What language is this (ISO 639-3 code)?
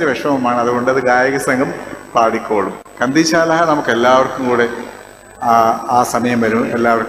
mal